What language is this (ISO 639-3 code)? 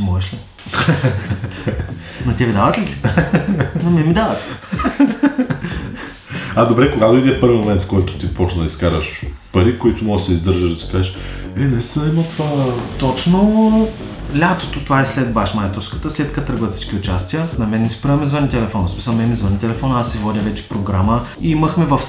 bul